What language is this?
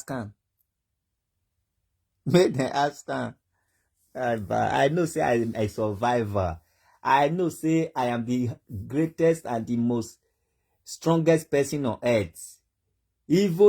Nigerian Pidgin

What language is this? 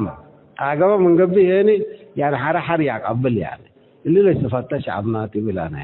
Tigre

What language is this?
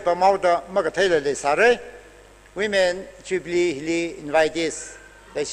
Tangkhul Naga (India)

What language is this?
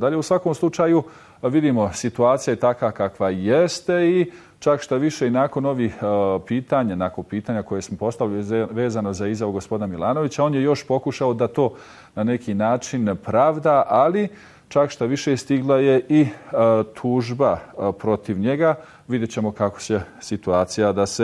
Bosnian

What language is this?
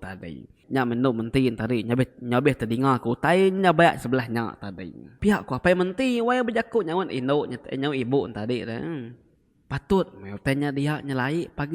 Iban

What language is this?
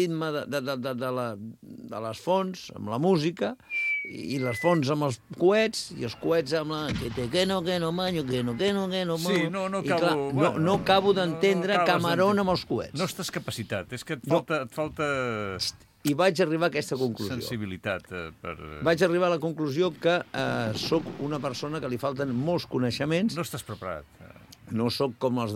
Catalan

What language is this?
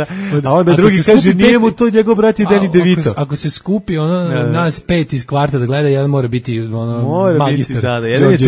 Serbian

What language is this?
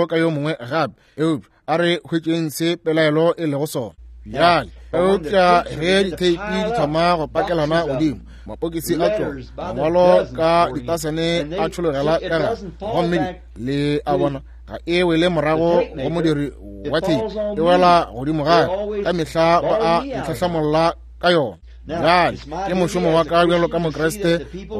Northern Sotho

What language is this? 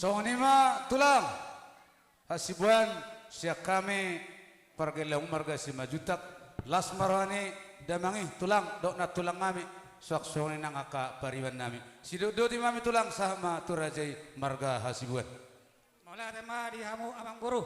Batak Toba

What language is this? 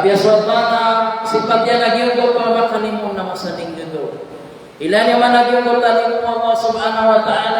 Maranao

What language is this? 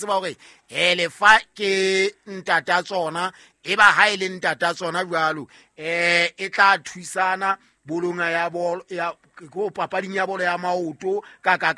Southern Sotho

